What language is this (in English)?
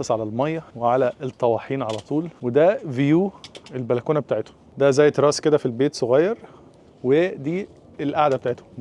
Egyptian Arabic